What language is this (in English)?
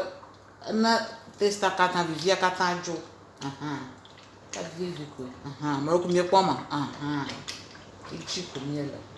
Ewe